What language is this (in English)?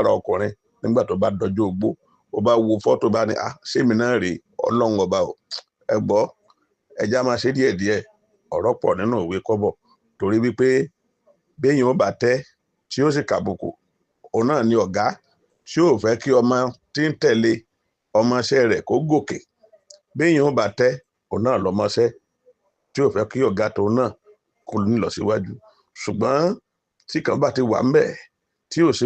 Yoruba